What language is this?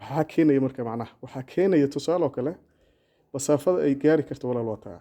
Somali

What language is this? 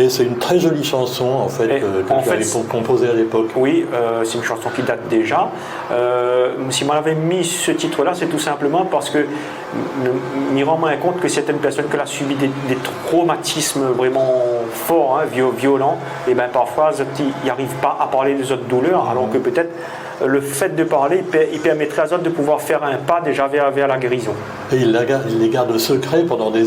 Réunion Creole French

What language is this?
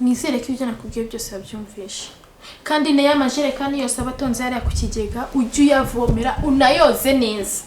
Kinyarwanda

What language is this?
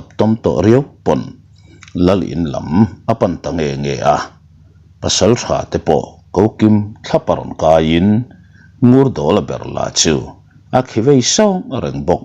Mizo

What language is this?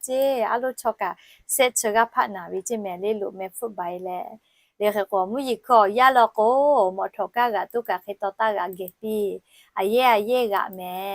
Lahu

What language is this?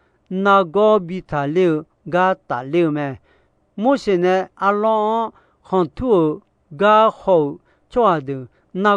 Akha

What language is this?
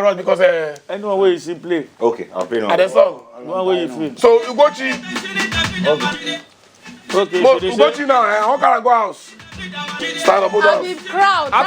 Nigerian Pidgin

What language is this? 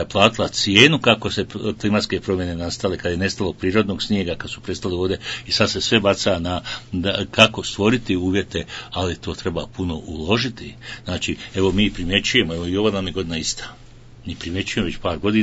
Bosnian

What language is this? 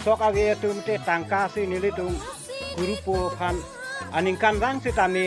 Karbi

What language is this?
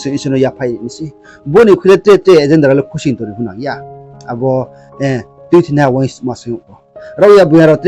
Riang (India)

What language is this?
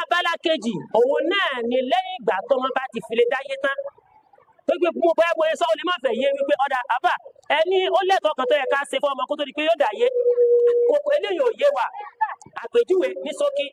Yoruba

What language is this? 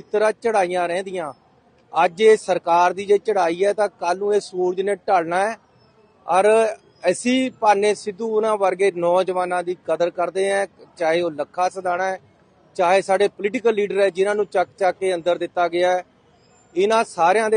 Punjabi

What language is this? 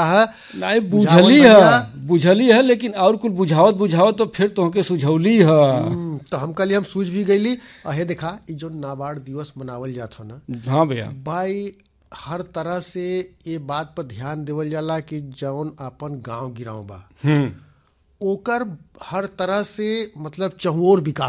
Bhojpuri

